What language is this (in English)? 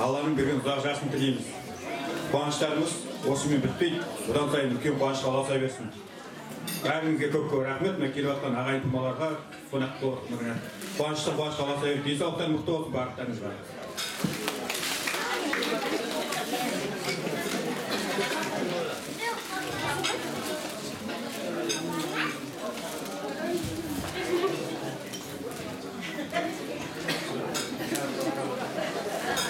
Kazakh